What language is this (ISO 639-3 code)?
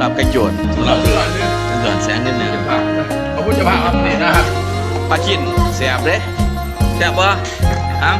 lao